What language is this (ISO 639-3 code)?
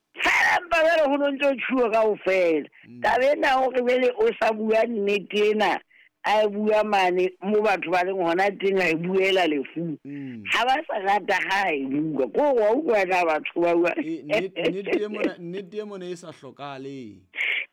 sot